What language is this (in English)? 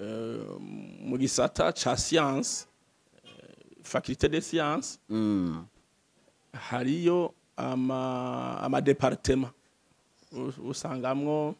Rundi